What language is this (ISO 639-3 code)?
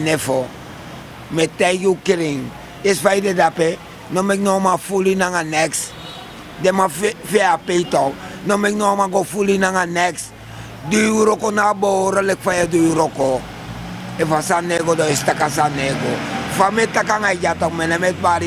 srn